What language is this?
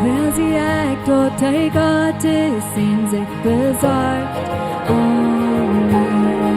Plautdietsch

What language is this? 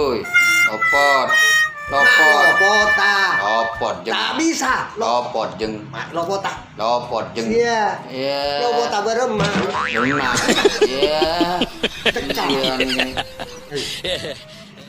Madurese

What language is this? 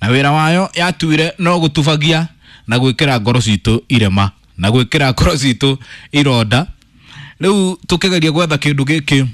Kikuyu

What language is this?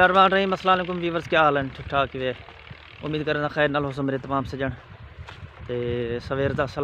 Saraiki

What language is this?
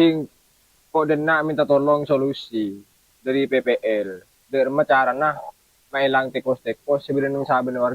Madurese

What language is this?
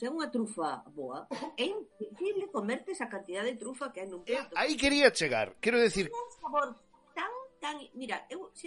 Galician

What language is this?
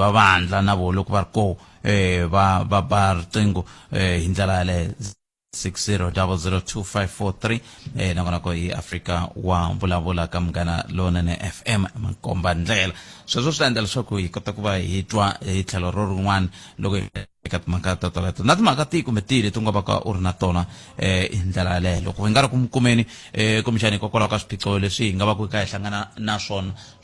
Tsonga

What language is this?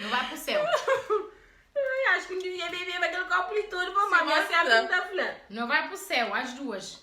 Kabuverdianu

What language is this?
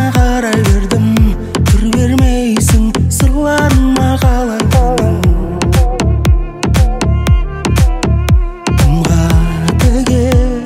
Kazakh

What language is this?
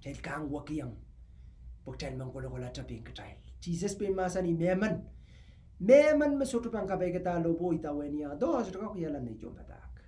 Pohnpeian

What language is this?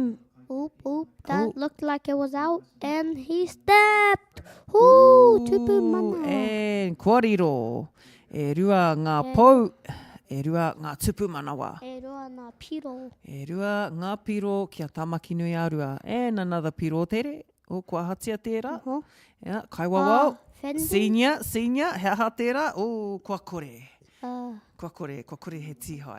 Māori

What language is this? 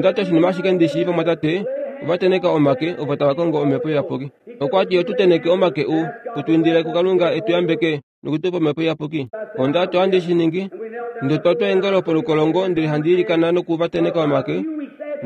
Kuanyama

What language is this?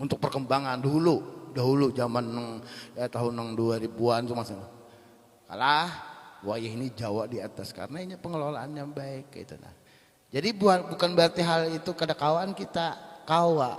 Banjar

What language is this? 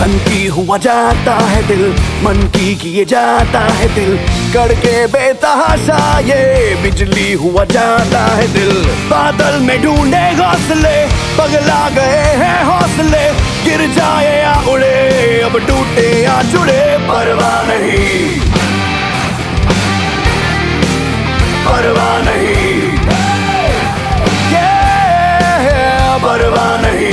Hindi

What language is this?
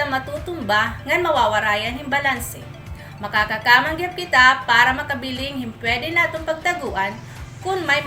Waray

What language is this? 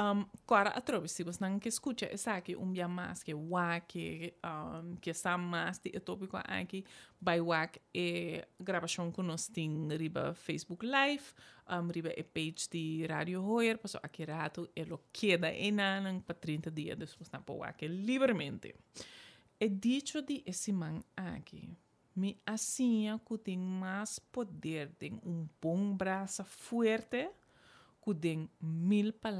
Papiamento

